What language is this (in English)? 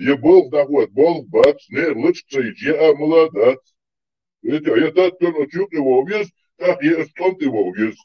Chechen